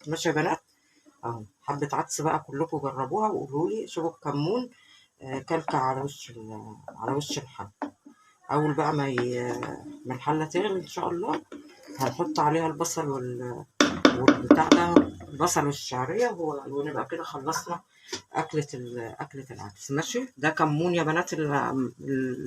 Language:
Egyptian Arabic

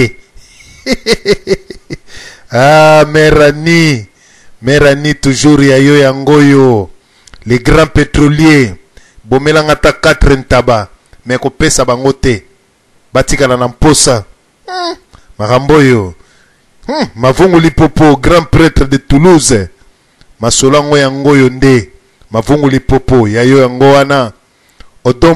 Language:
Lingala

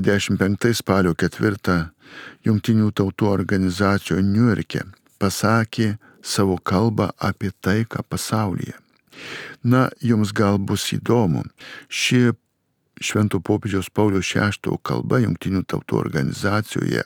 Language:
Lithuanian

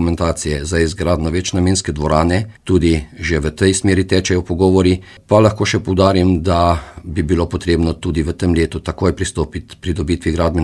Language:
Slovenian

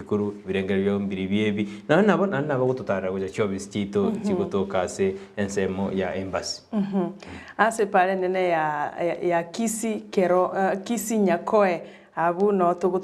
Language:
Gusii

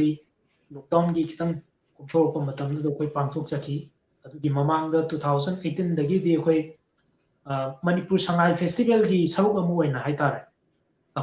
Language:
Manipuri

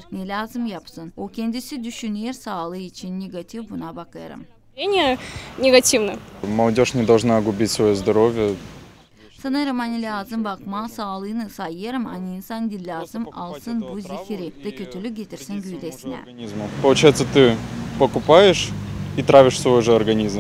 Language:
Gagauz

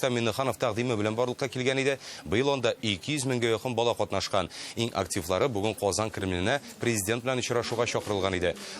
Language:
Tatar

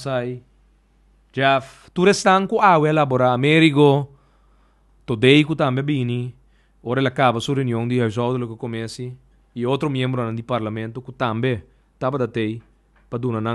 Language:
Papiamento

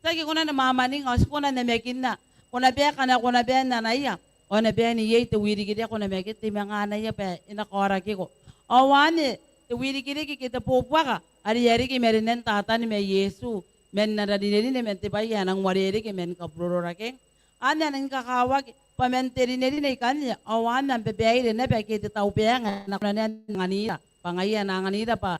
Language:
Gilbertese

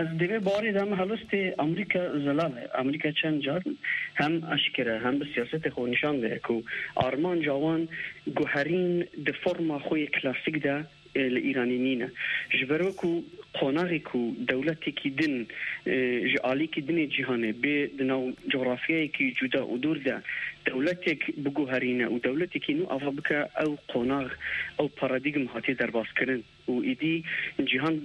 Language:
Kurdish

